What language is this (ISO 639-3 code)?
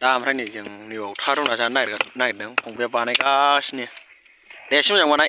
brx